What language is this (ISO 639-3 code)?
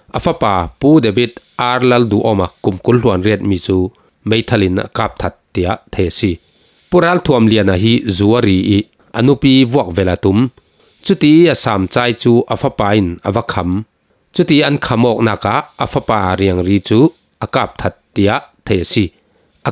cfm